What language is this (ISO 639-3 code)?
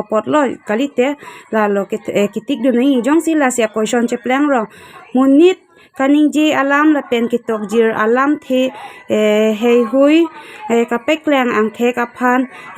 mjw